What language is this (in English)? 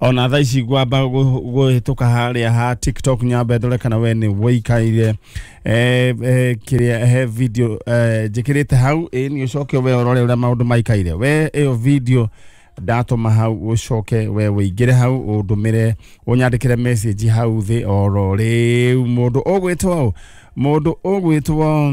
Kikuyu